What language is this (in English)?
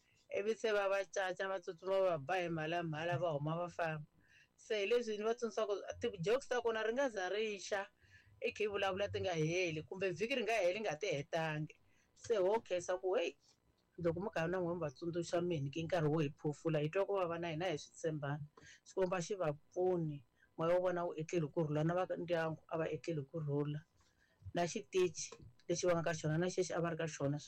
Tsonga